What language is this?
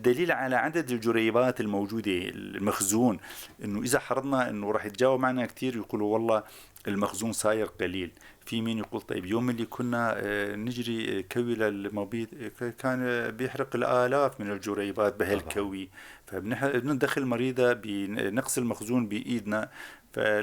North Levantine Arabic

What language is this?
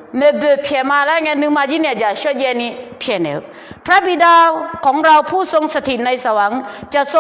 Akha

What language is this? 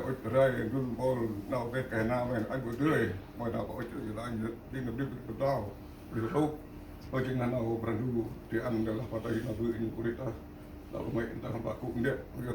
Central Mnong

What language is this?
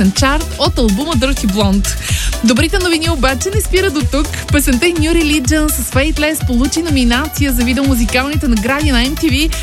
Bulgarian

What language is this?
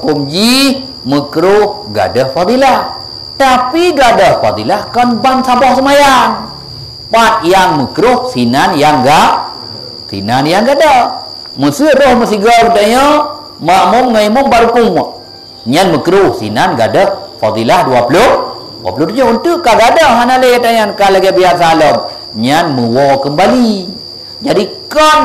Achinese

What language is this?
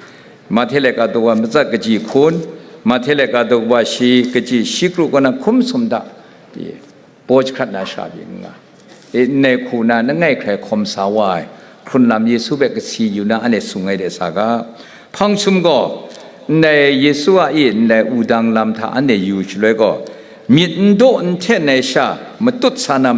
Kachin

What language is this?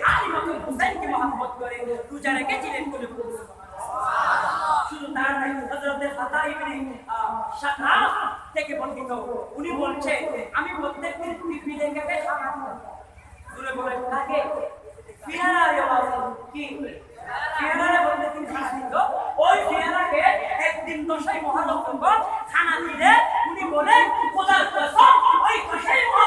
Bangla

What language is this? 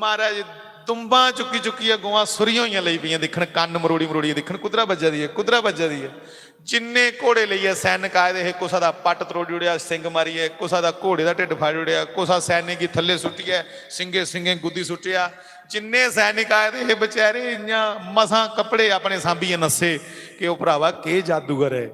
Dogri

